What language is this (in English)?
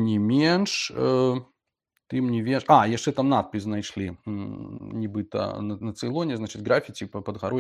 Belarusian